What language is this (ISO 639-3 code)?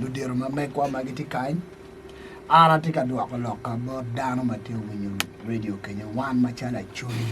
ach